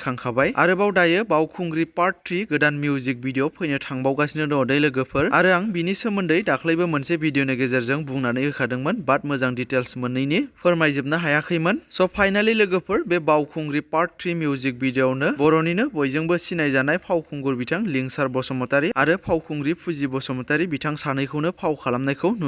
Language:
Bodo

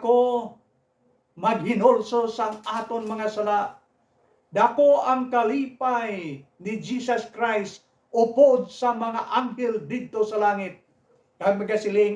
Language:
Hiligaynon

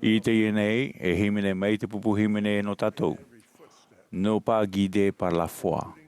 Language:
Tahitian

